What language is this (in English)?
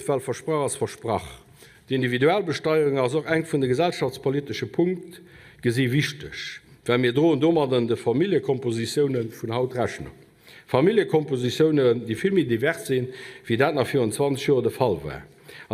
Luxembourgish